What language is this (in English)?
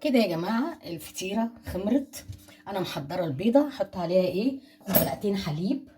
Egyptian Arabic